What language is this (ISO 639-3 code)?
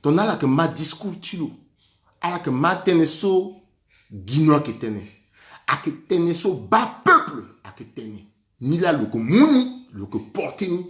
sag